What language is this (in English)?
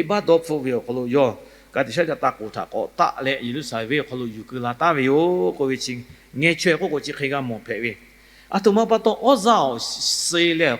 Lahu